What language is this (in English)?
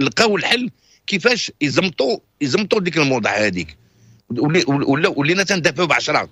Moroccan Arabic